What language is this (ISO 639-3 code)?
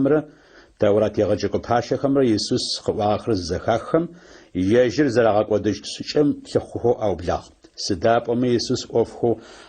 ady